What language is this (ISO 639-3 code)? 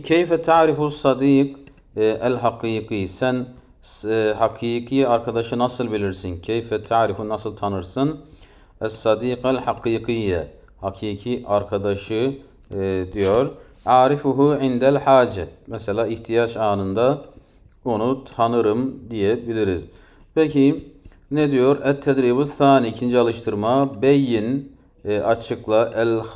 tur